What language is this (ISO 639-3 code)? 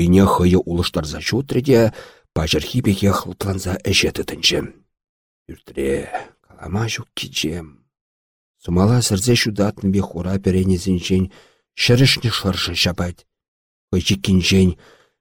chv